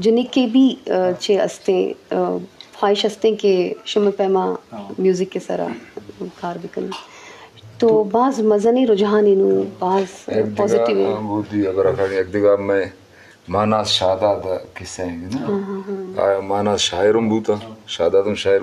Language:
Eastern Balochi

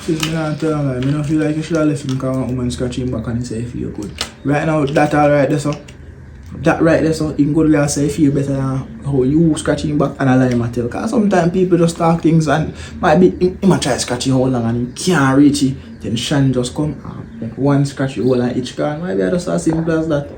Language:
Jamaican Creole English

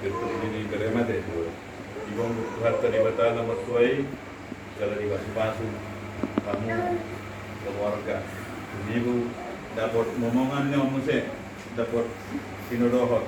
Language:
Batak Toba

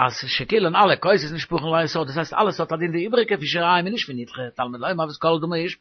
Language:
Yiddish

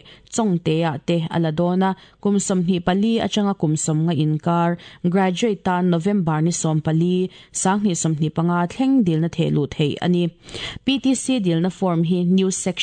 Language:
Mizo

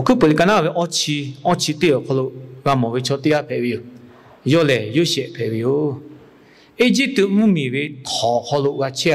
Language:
Lahu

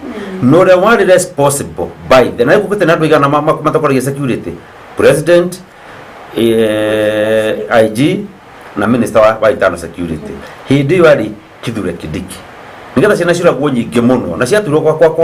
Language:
Kikuyu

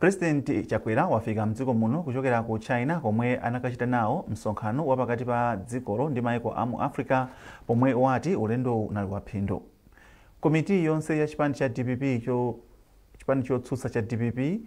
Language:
Nyanja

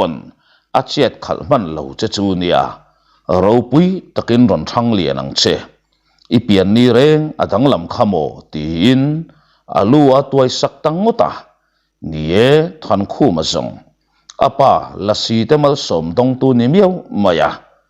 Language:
Mizo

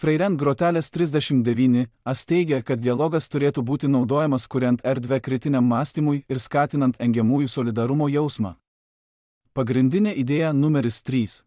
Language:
Lithuanian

